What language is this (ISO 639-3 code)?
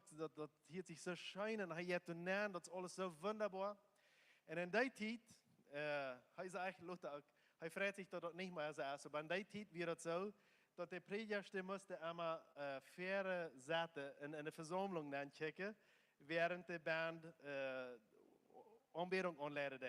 pdt